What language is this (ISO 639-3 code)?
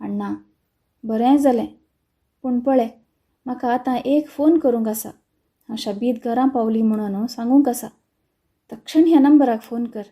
kok